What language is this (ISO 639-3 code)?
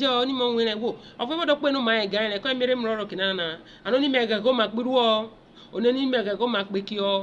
urh